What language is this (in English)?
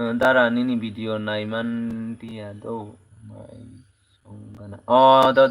Kok Borok